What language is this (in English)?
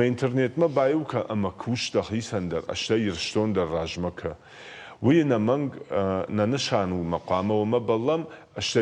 Ossetic